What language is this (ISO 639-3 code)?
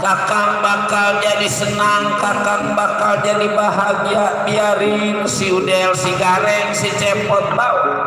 bew